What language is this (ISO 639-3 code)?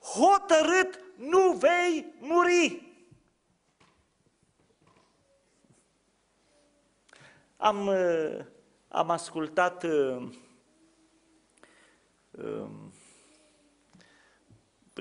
ron